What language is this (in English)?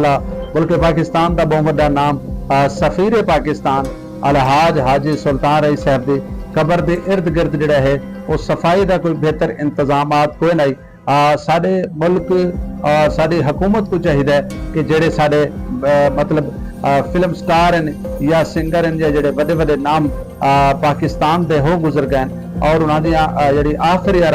Saraiki